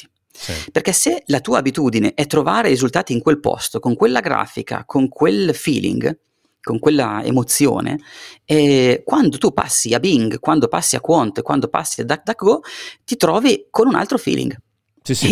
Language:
Italian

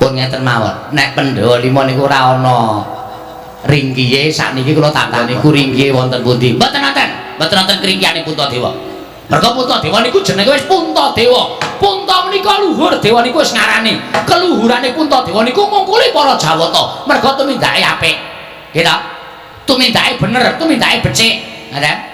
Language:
Javanese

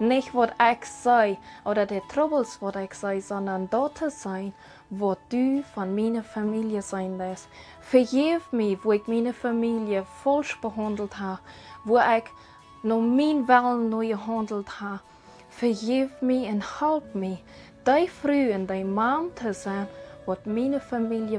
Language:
Plautdietsch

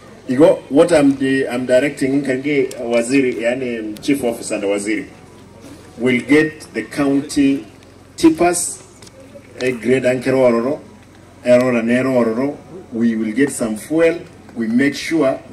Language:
Gusii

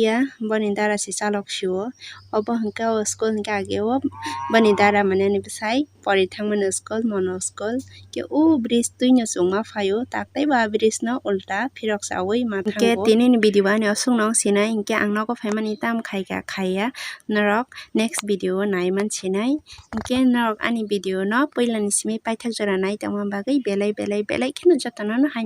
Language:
Kok Borok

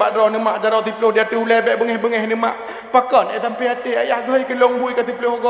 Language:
Achinese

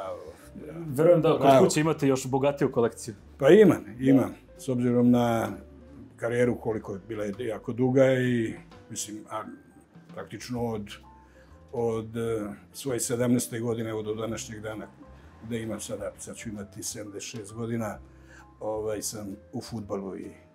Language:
Serbian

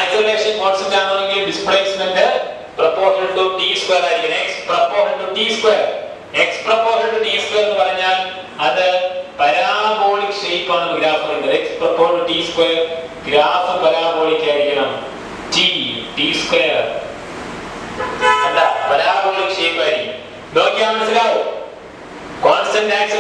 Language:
Malayalam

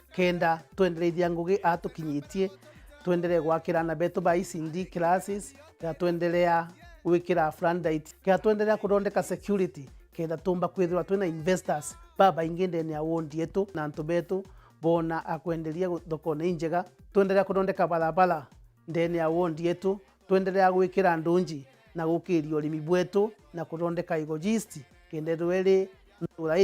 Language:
Meru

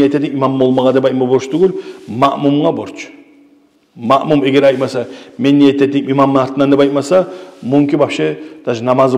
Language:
Kumyk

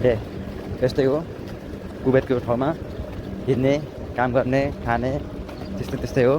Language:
Nepali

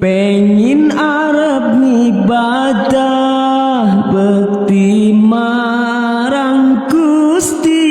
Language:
Javanese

